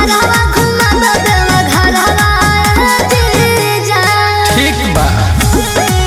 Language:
Bhojpuri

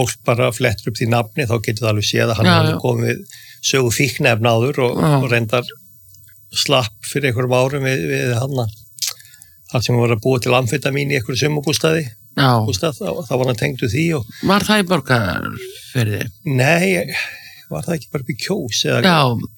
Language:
Icelandic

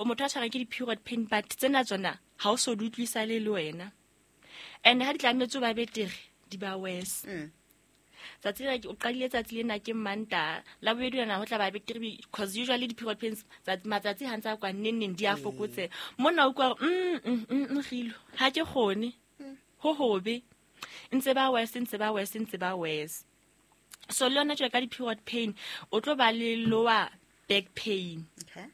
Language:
Southern Sotho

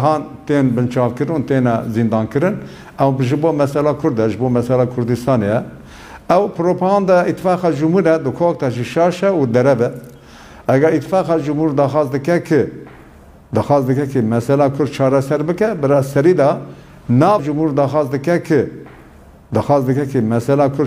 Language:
Kurdish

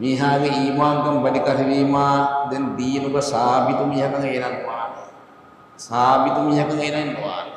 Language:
Divehi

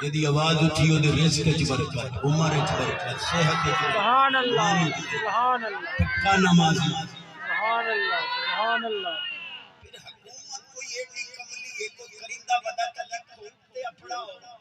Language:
Saraiki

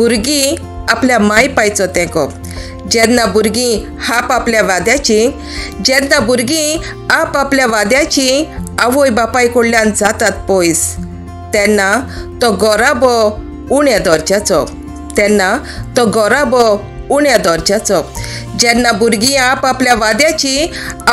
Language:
Konkani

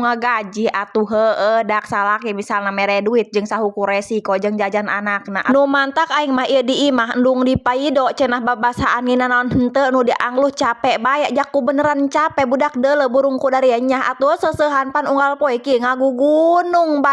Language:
Sundanese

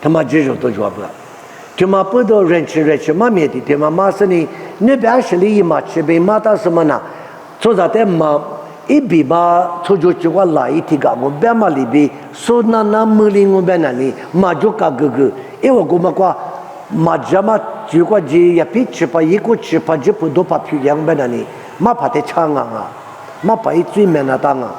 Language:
Lisu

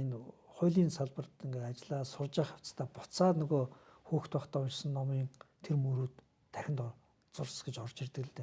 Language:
Mongolian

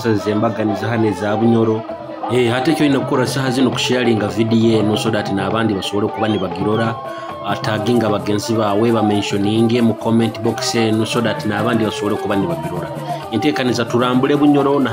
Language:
Nyoro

